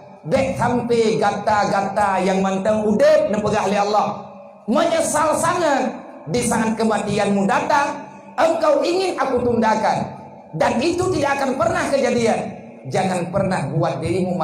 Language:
Achinese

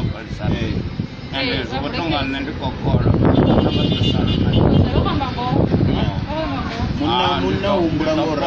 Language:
Venda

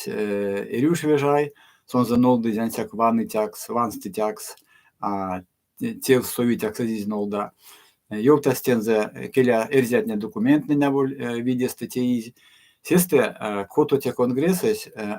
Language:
Erzya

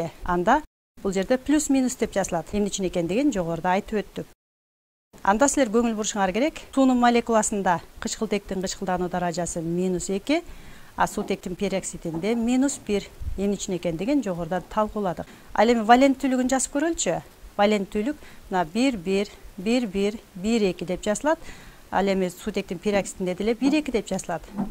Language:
Kyrgyz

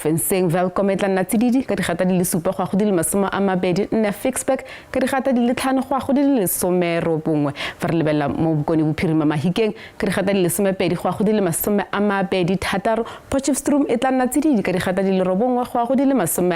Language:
Tswana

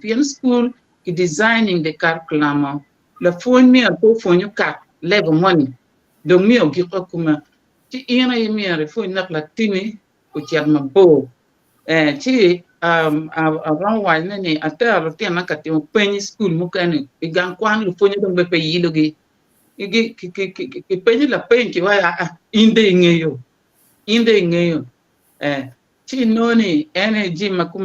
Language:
Acoli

